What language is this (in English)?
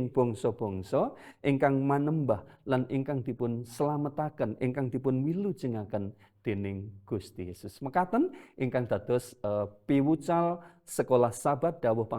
Javanese